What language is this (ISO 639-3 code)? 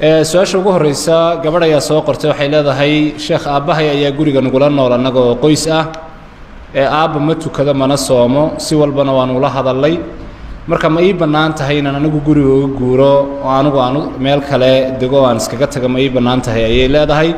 som